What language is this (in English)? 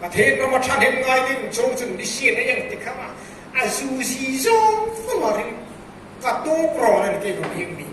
Hmar